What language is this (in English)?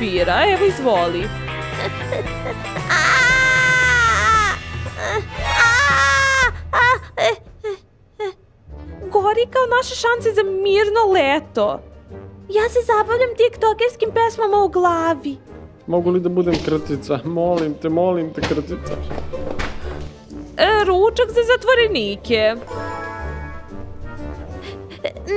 Serbian